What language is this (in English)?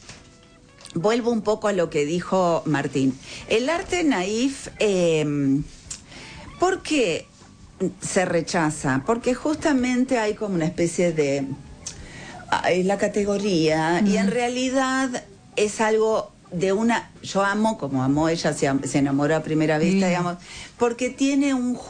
Spanish